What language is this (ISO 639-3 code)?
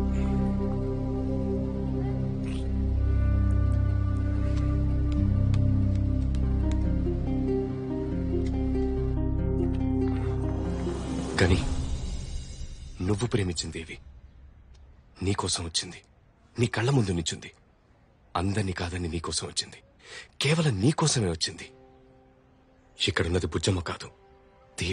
tel